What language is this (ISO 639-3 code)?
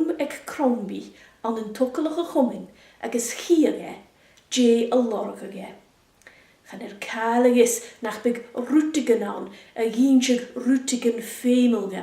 gla